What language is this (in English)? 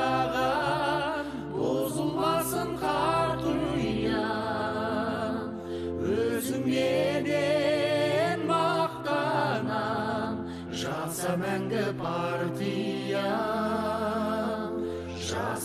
Kazakh